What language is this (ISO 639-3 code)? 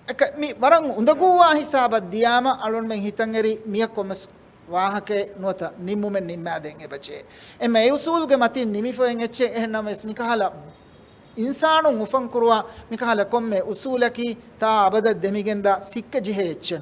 div